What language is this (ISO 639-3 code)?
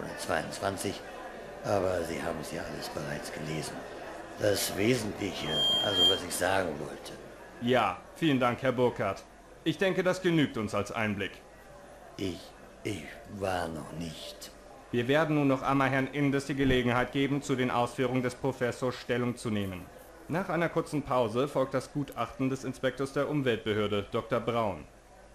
bar